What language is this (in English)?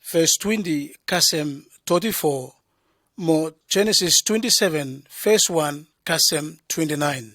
Bislama